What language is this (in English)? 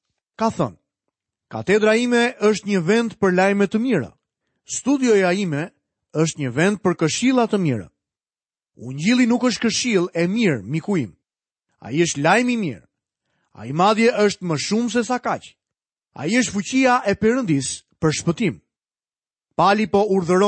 Albanian